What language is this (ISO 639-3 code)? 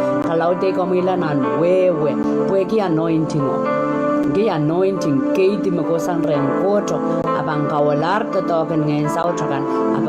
pon